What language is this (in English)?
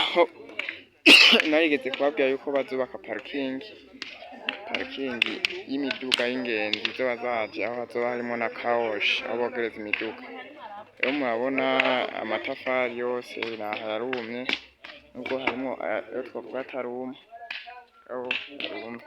Rundi